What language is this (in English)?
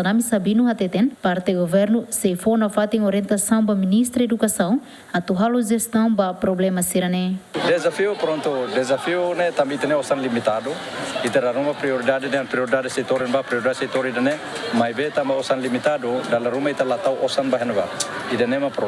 Tetum